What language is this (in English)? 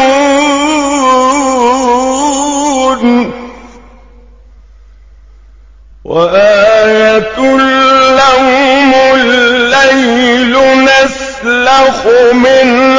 Arabic